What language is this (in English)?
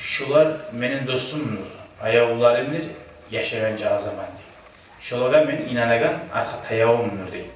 Kumyk